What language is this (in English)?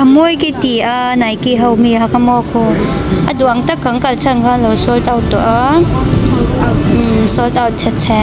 Mizo